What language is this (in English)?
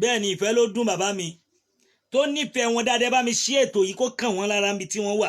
Yoruba